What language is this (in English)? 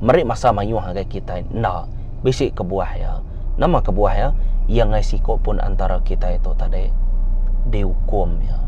Iban